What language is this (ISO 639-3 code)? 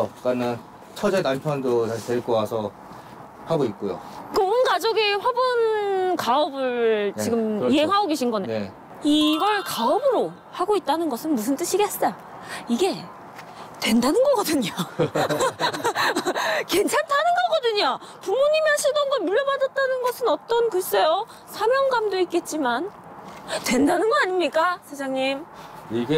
kor